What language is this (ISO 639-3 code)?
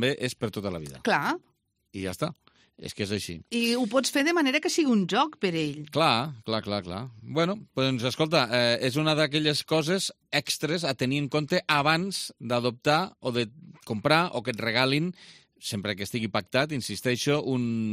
cat